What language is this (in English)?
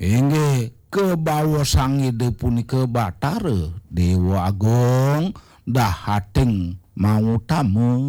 Balinese